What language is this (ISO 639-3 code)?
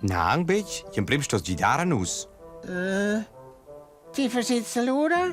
roh